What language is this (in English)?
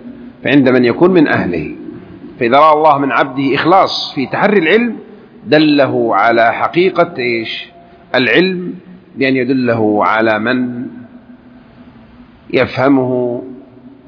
Arabic